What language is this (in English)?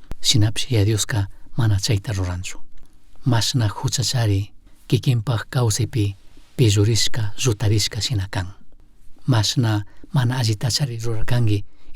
Chimborazo Highland Quichua